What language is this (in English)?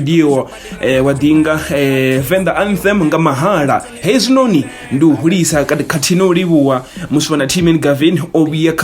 Venda